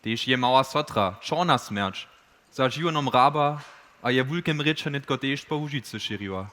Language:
Upper Sorbian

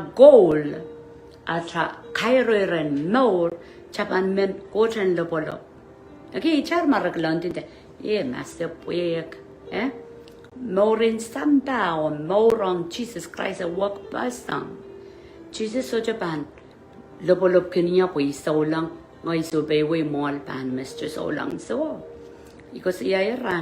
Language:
Pohnpeian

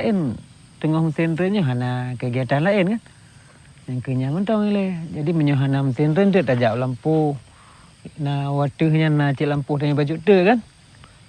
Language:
Achinese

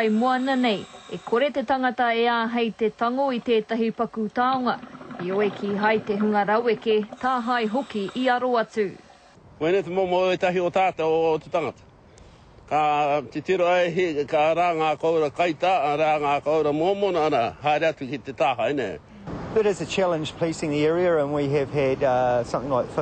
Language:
Māori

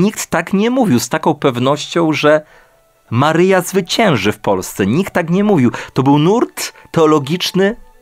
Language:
Polish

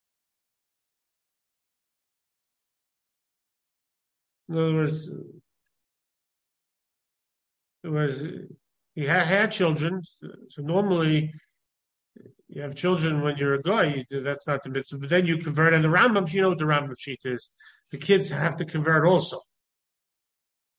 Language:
English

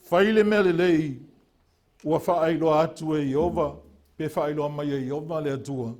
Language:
Samoan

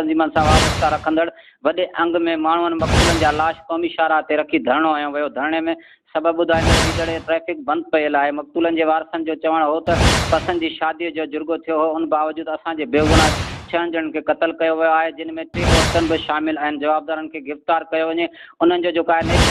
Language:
Sindhi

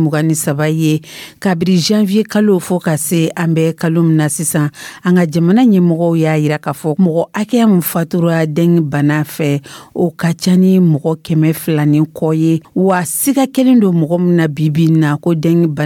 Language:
Dyula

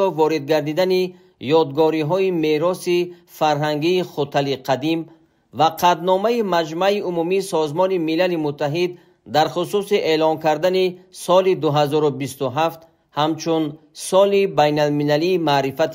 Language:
Tajik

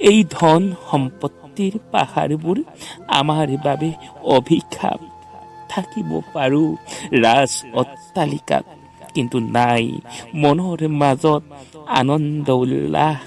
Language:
Assamese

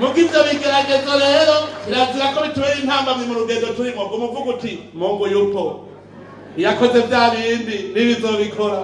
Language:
Rundi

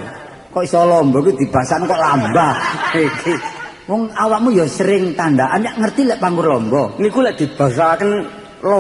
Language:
Javanese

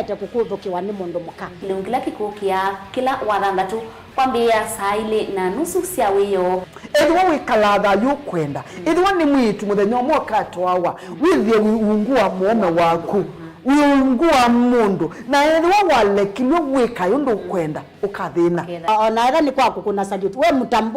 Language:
Kamba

